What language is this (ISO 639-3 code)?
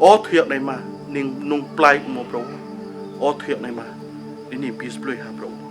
ria